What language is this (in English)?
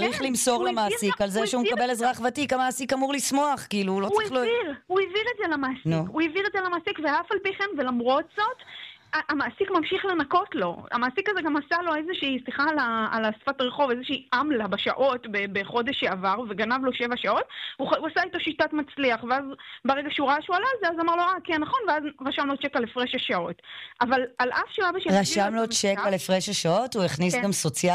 Hebrew